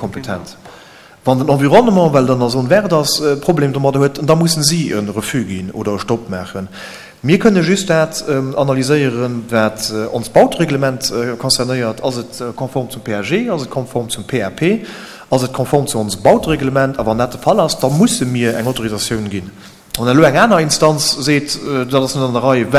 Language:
Luxembourgish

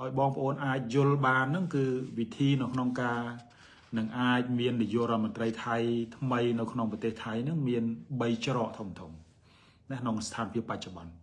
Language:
Khmer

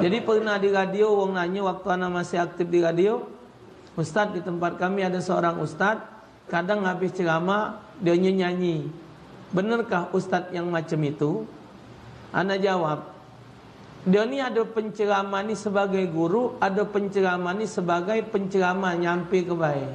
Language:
Musi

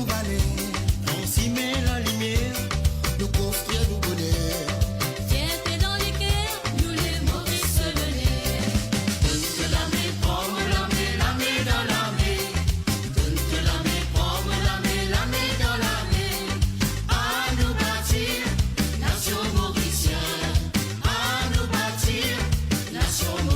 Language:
Morisyen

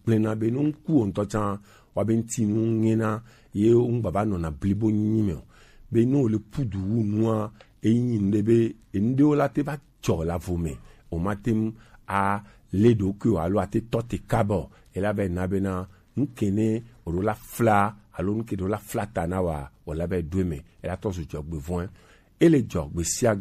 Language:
Gen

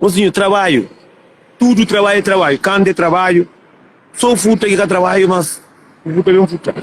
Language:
Kabuverdianu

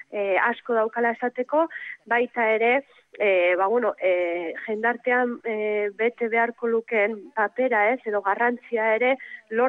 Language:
Basque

